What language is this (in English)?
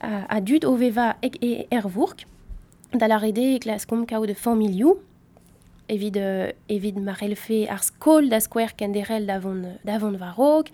Breton